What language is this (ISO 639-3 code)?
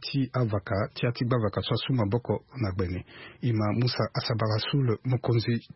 sag